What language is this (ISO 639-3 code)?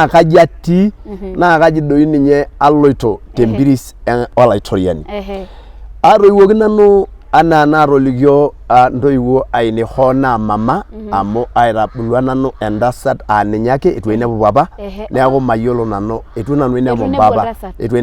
mas